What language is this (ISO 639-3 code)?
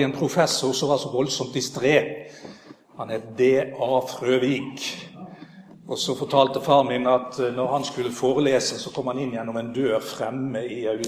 nor